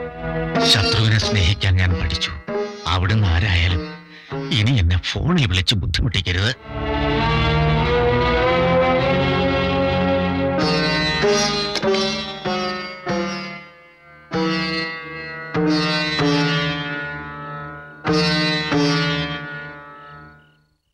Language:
Malayalam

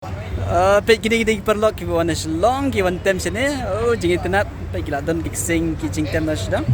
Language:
Khasi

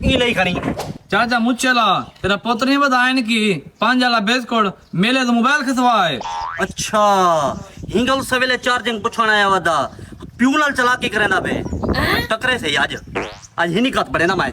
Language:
Saraiki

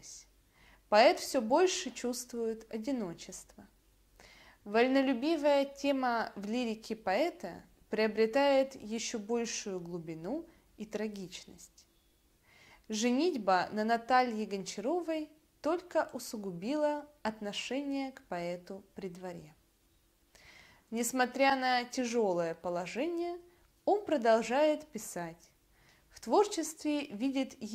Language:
Russian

